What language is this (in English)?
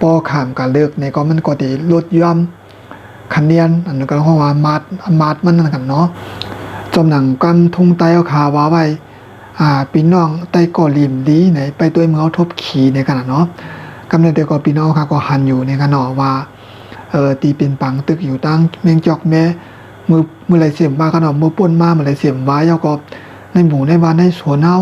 Shan